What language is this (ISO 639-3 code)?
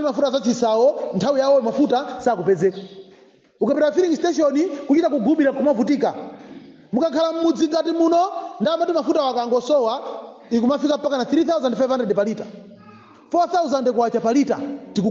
nya